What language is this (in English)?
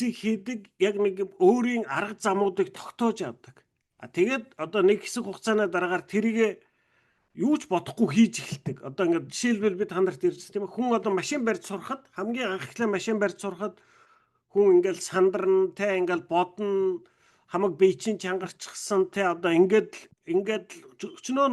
Mongolian